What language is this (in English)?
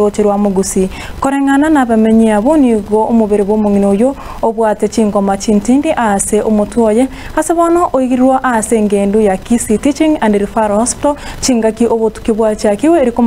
Gusii